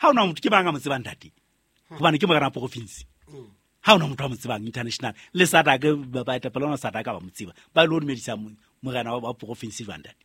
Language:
Southern Sotho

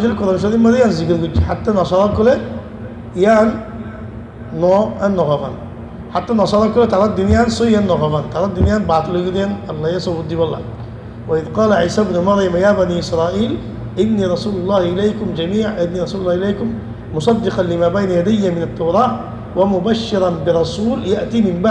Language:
Rohingya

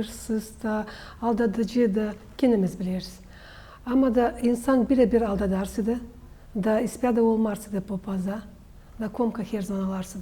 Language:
Gagauz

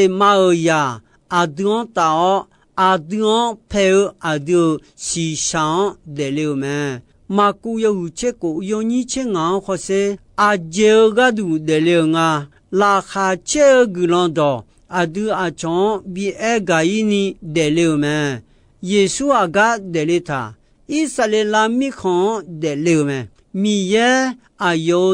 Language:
Akha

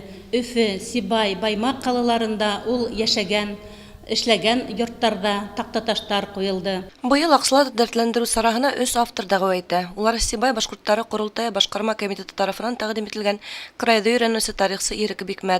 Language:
Bashkir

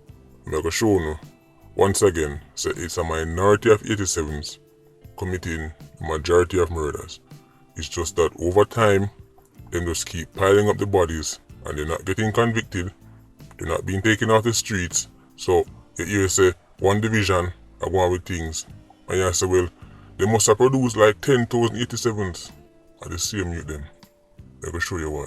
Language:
Jamaican Creole English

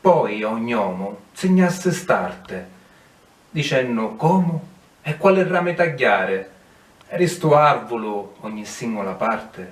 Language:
Sicilian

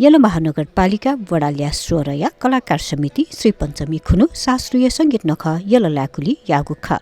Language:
Newari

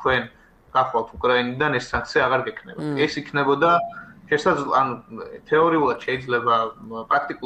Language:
Georgian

